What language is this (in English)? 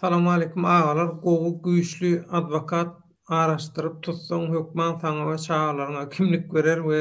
Turkmen